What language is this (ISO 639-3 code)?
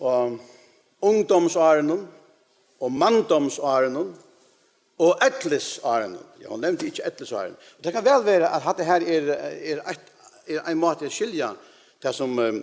fao